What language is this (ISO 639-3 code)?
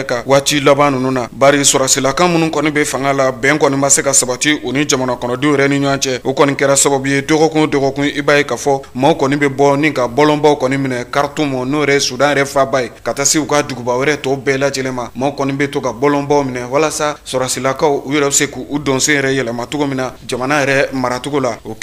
bam